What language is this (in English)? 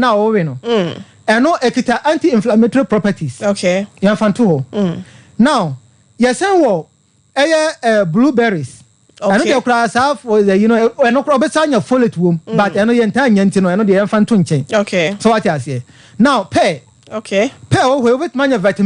Akan